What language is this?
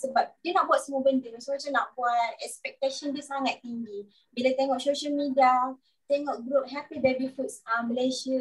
Malay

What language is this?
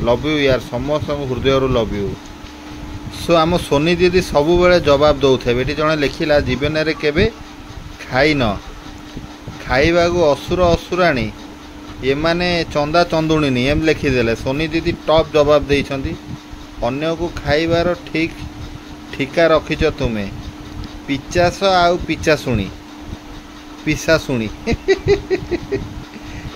Odia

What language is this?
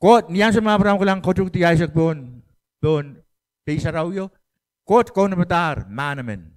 Pohnpeian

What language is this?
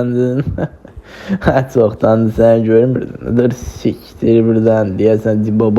Azerbaijani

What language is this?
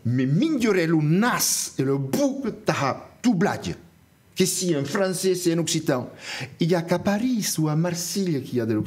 Occitan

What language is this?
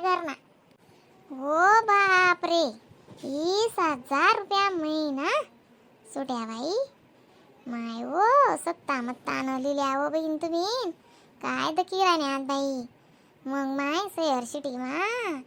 Khandesi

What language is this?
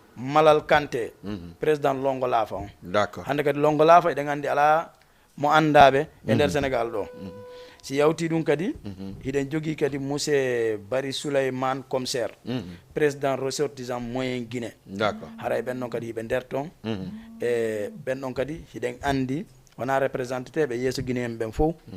Fula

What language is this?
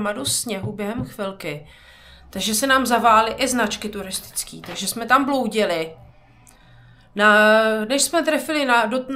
Czech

